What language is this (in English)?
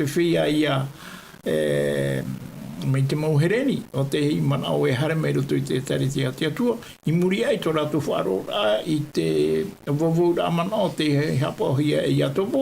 Tahitian